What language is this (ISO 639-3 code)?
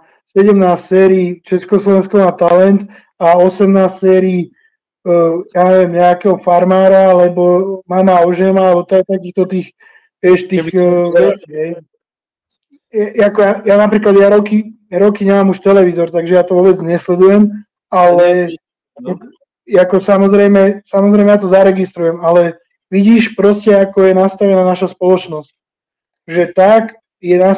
slk